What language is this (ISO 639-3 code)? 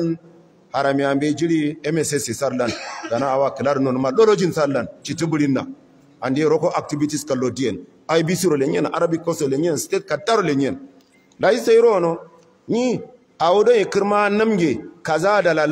hau